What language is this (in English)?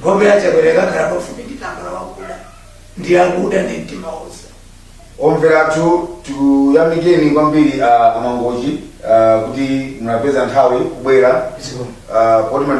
Nyanja